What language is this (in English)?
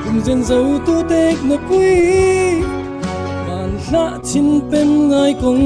Falam Chin